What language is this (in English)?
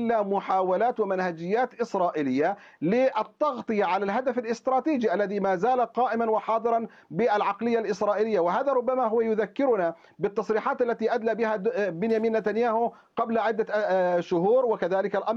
Arabic